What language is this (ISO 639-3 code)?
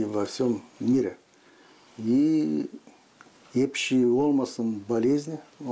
gag